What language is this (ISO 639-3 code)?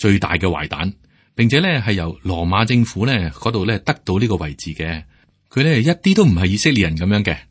yue